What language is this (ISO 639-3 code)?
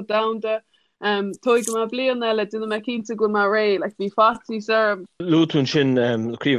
gle